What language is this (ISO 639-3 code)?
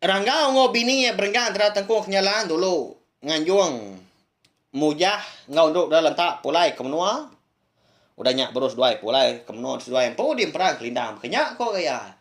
iba